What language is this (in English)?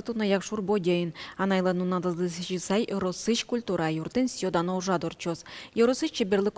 Udmurt